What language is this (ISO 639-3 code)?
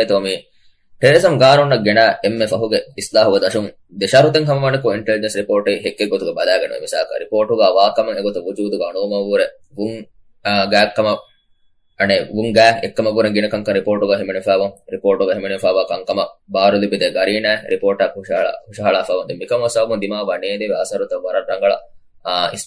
div